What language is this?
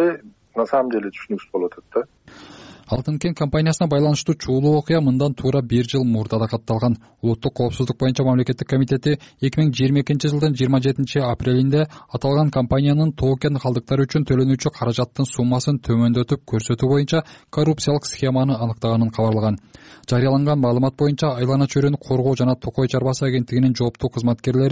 Kyrgyz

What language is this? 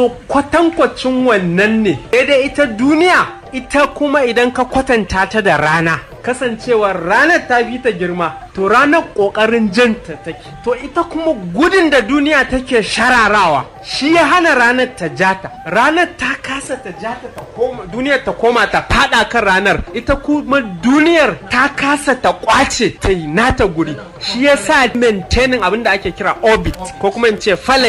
Hausa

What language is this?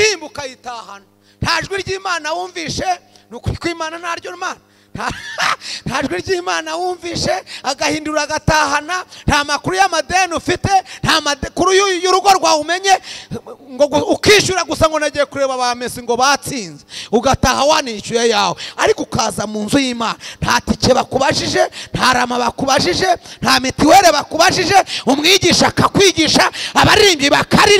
Kinyarwanda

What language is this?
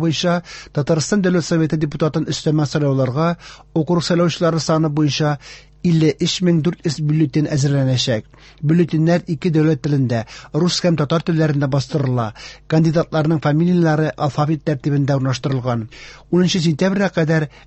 Tatar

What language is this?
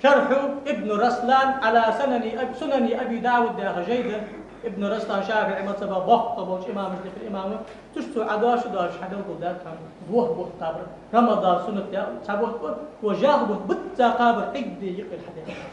Ingush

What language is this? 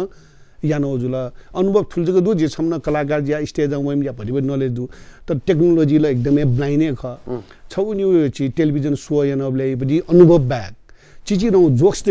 Newari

